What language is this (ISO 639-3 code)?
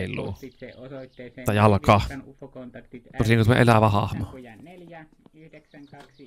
fin